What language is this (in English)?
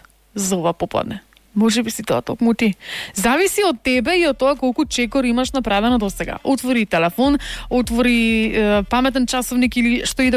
Macedonian